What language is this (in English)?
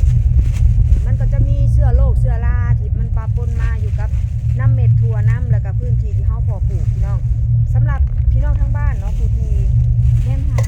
Northeastern Thai